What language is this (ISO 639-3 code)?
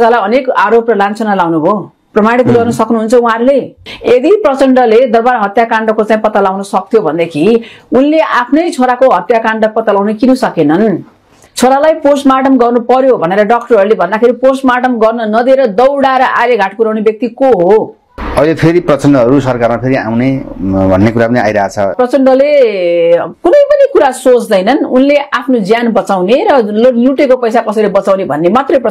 nep